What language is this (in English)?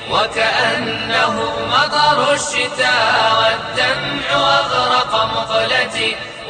Bosnian